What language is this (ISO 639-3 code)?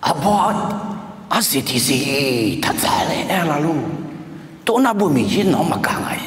ahk